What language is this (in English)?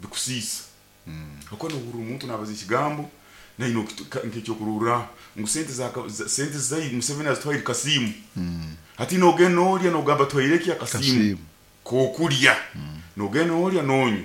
Nyoro